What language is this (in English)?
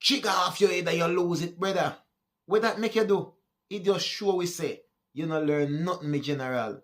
Jamaican Creole English